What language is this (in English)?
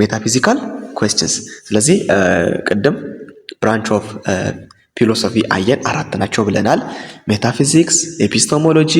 Amharic